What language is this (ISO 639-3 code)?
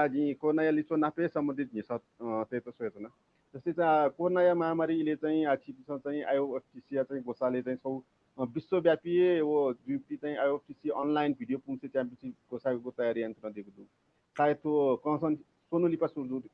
new